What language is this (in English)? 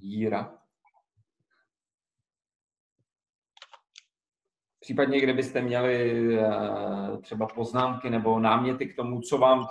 Czech